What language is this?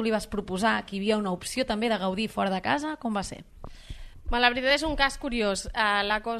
Catalan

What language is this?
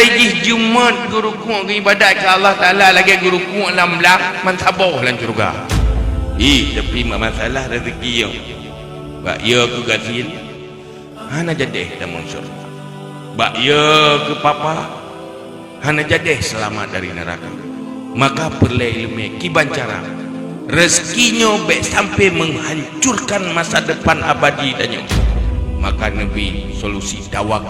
Achinese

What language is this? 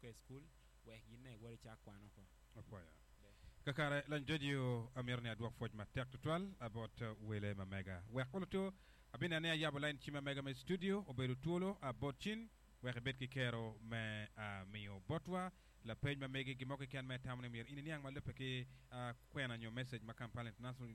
Acoli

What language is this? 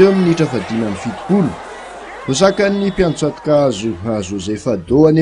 Malagasy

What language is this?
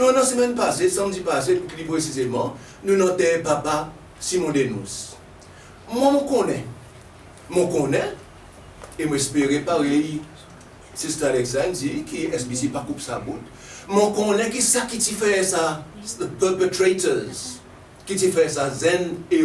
Seselwa Creole French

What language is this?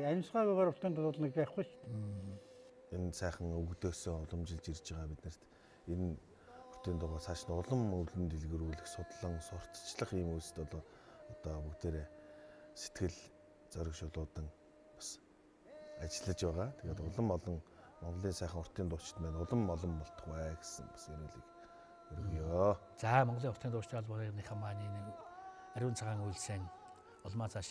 Mongolian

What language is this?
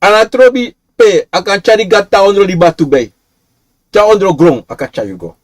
Sranan Tongo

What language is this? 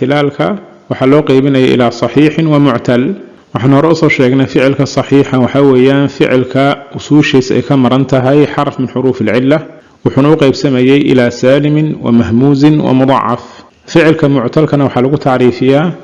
Somali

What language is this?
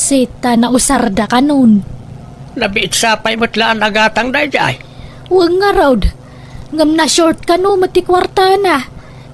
Iloko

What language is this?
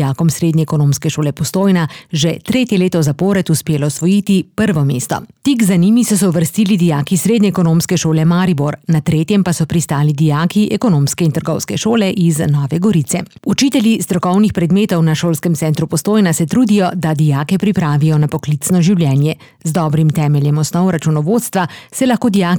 Slovenian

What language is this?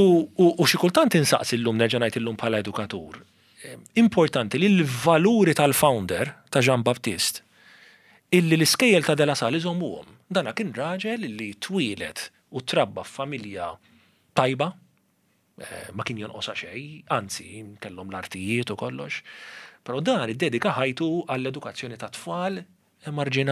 Maltese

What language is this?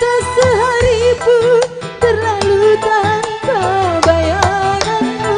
Betawi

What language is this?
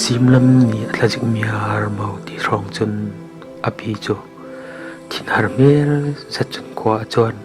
Falam Chin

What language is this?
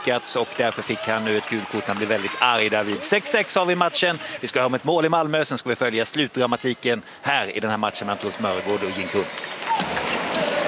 Swedish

